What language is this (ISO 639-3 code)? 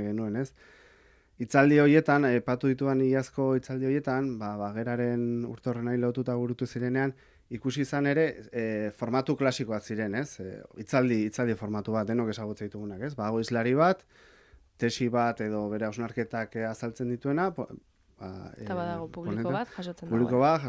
eus